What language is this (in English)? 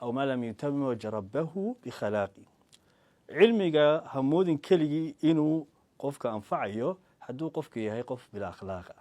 Somali